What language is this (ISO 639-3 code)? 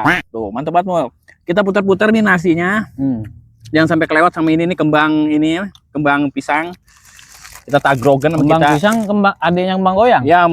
bew